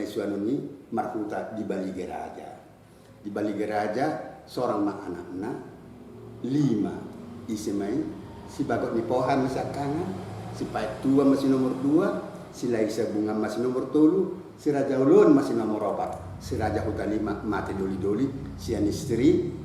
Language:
Batak Toba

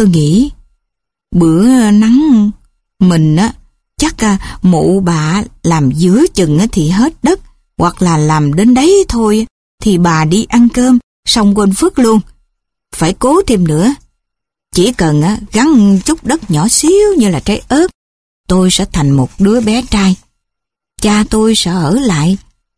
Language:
Vietnamese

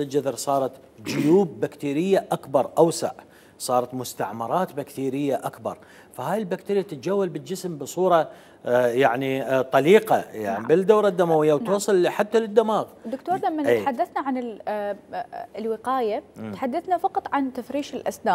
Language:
Mesopotamian Arabic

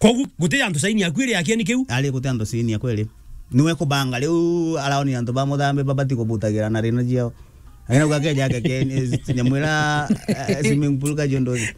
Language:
Meru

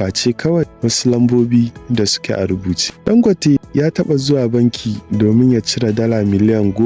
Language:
Hausa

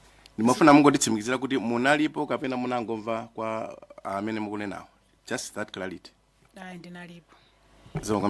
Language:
Nyanja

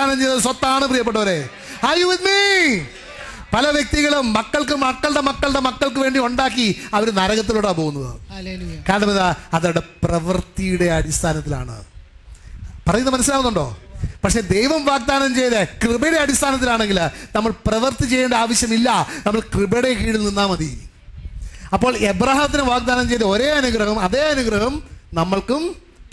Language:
Malayalam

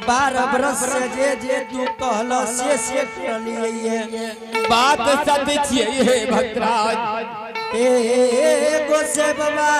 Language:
Angika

